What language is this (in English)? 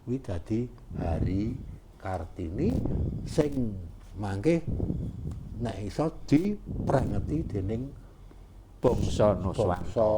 Javanese